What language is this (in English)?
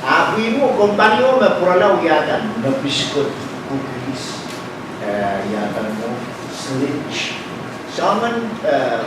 Pohnpeian